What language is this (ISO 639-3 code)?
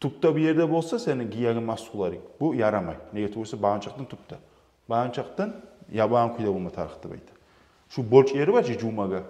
kum